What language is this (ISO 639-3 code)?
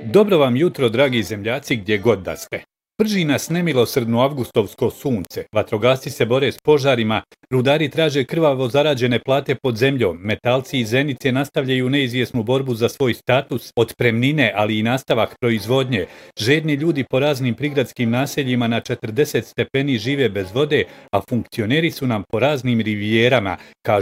bos